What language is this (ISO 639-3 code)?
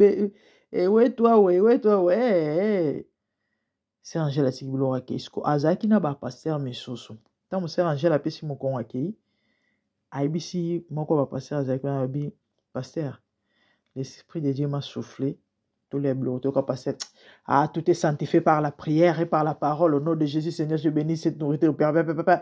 lin